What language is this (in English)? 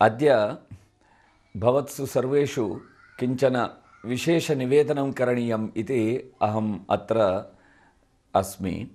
Sanskrit